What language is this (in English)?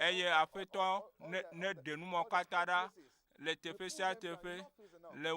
Ewe